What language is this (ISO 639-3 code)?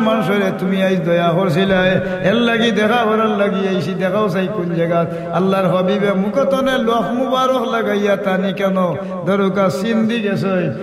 syl